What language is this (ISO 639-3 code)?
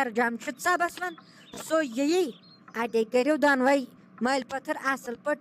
kas